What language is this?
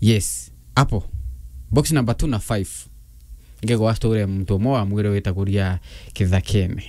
Meru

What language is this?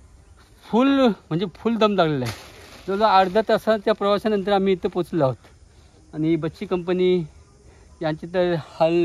Marathi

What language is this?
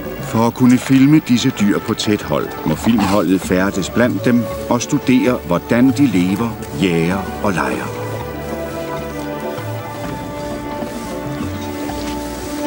Danish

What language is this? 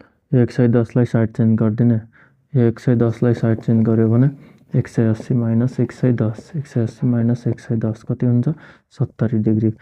Nepali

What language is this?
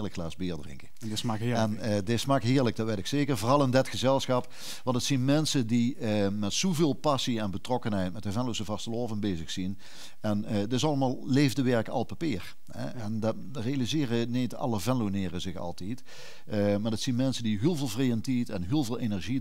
Limburgish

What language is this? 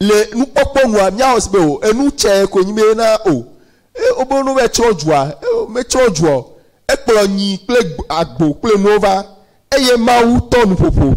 Ewe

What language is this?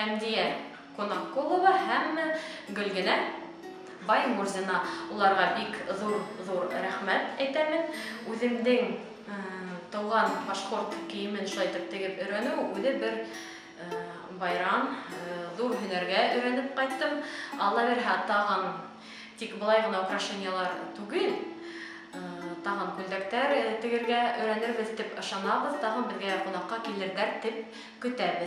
Bashkir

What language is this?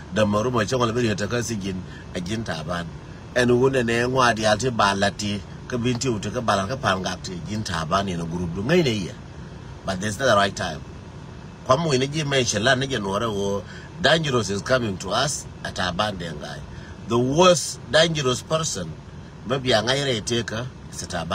Nuer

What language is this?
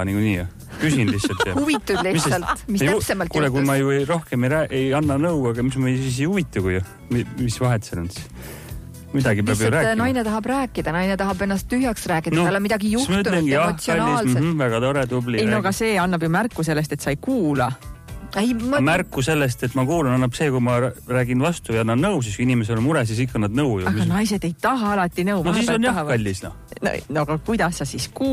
Estonian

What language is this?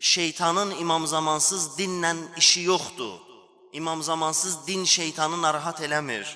Azerbaijani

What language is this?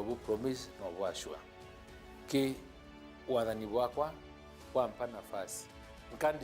Meru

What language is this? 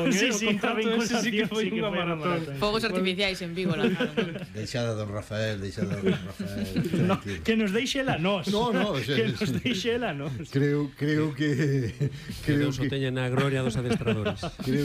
Galician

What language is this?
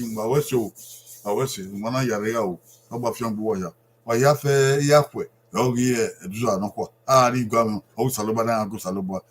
Bini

